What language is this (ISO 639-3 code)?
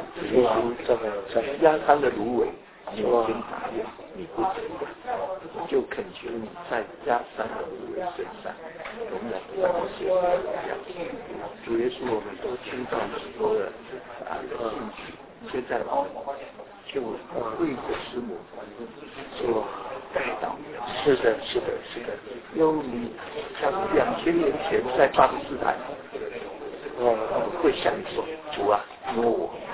zho